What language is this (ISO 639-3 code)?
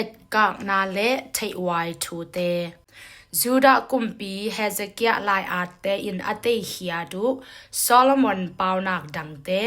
ctd